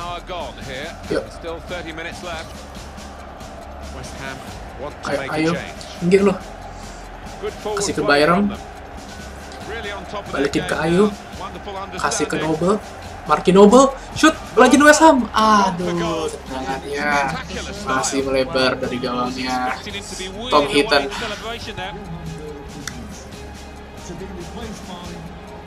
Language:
Indonesian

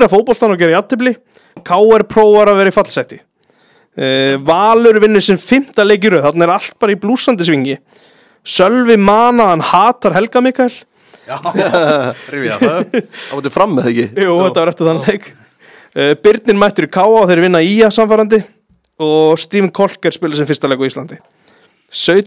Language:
Icelandic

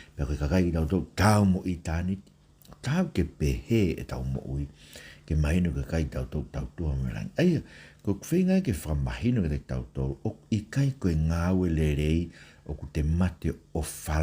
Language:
Tongan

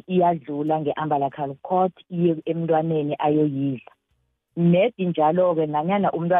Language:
South Ndebele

